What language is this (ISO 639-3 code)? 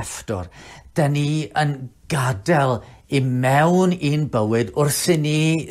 cym